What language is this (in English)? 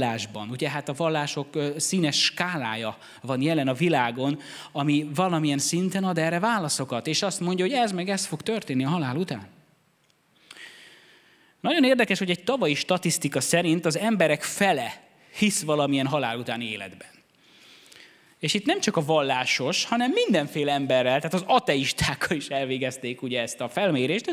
Hungarian